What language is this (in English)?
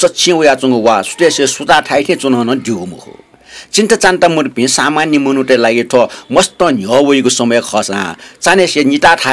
Newari